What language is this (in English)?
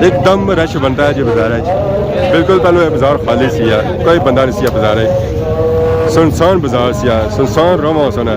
Pahari-Potwari